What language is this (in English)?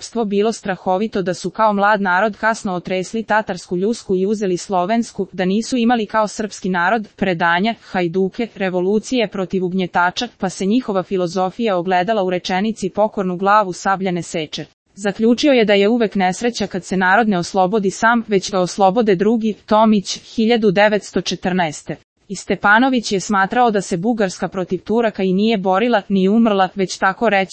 Serbian